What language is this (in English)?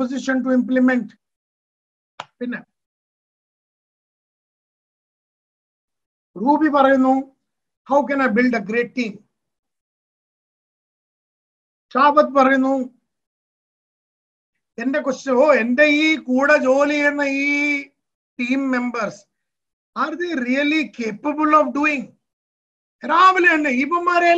Malayalam